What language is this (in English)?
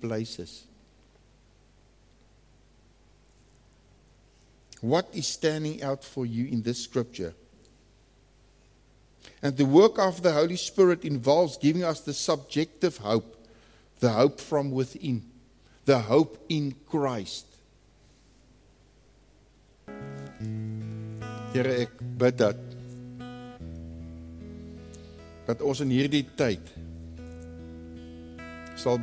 Afrikaans